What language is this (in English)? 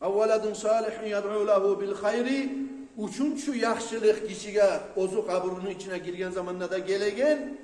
Kumyk